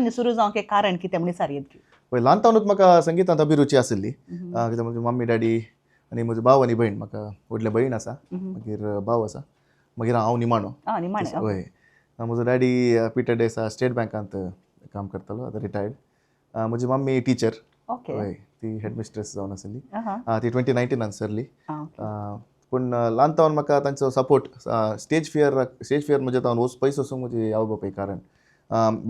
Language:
Konkani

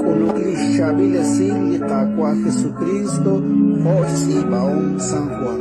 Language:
Kekchí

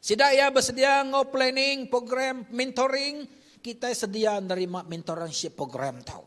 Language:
Iban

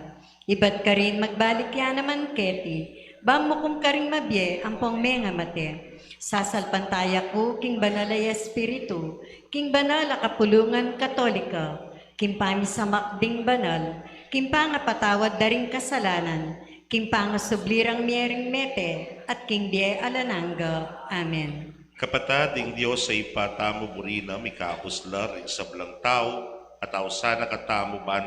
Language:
Pampanga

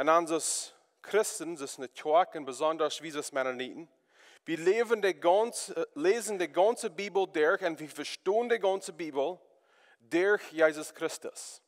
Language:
Plautdietsch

